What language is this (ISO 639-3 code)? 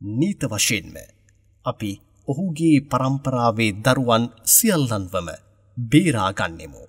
sin